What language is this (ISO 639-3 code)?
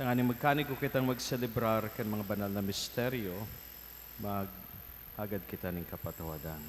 bik